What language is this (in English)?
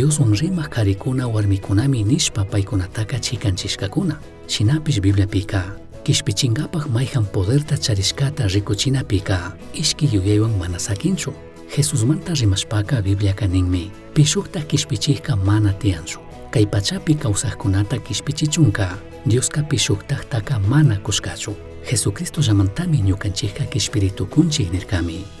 Chimborazo Highland Quichua